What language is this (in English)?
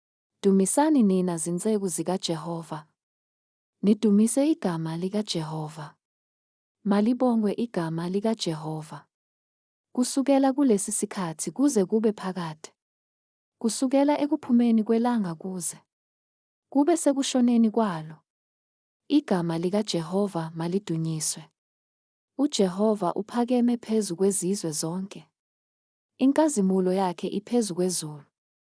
Zulu